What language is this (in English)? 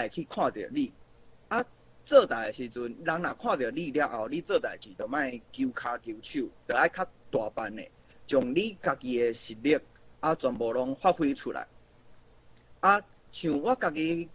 Min Nan Chinese